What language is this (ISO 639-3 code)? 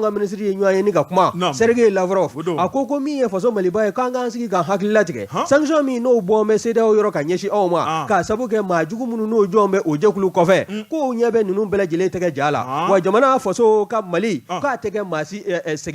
bam